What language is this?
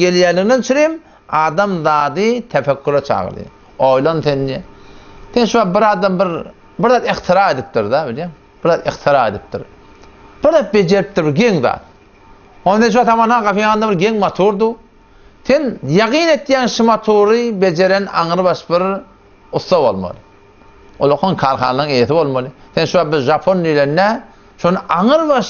Turkmen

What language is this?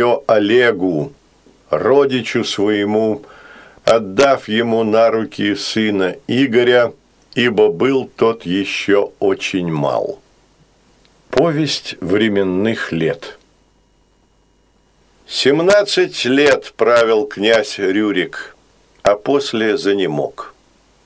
Russian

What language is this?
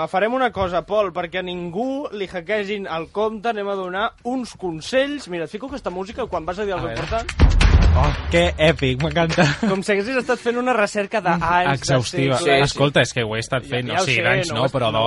Catalan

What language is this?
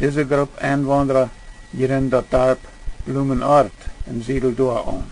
Plautdietsch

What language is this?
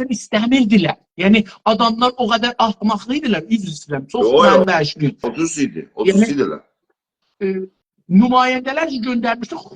South Azerbaijani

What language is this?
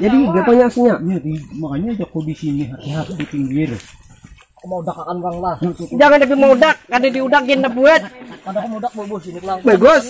Banjar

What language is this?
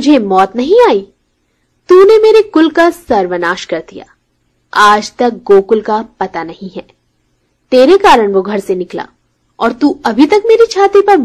Hindi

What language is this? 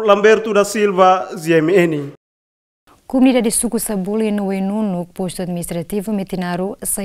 Tetum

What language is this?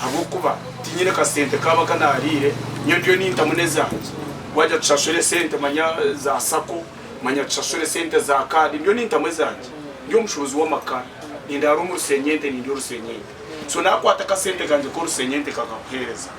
Nyankole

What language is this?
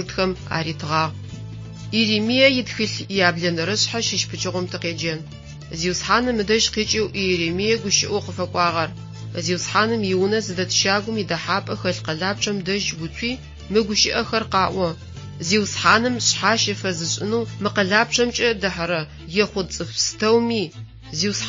Adyghe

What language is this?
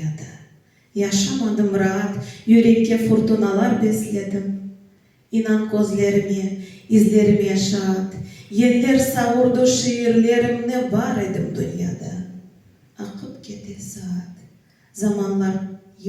Crimean Tatar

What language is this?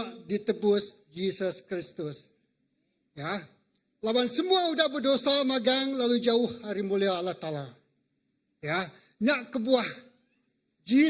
Iban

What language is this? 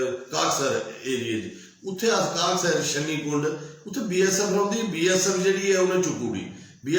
Dogri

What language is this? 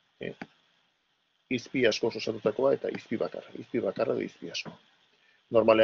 Basque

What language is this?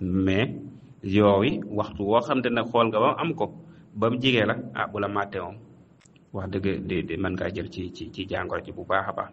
Wolof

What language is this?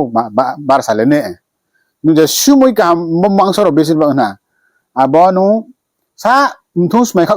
Riang (India)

